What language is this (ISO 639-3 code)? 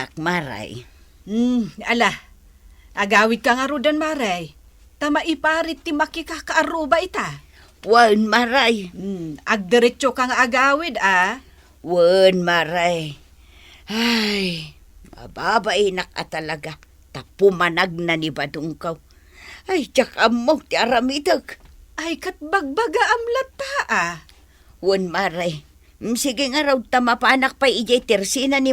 ilo